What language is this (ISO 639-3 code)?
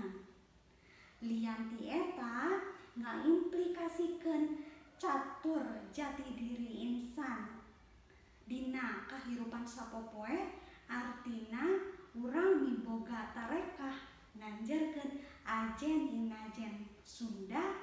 sun